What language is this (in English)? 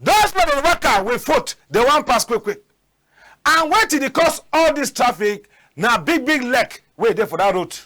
Cameroon Pidgin